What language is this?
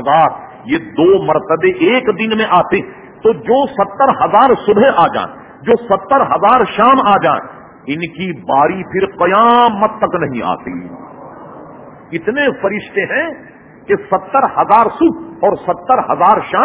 Urdu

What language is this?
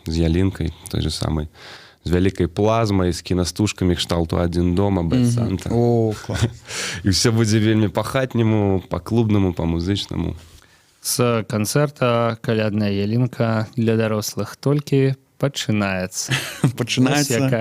Belarusian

